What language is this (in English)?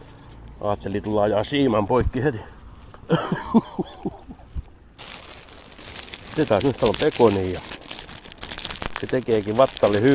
Finnish